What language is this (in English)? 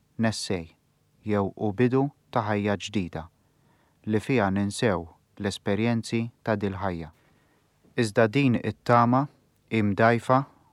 Maltese